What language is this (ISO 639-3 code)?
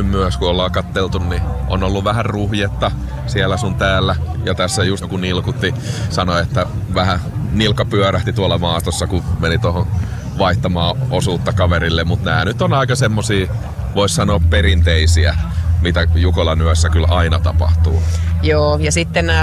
fin